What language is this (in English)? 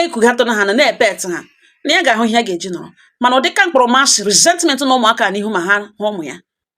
Igbo